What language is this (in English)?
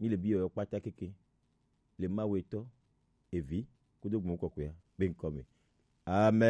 Gen